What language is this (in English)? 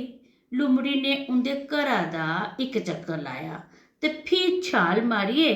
Dogri